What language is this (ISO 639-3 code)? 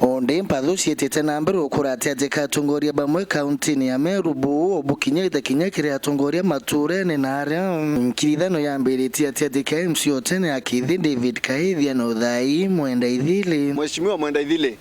mer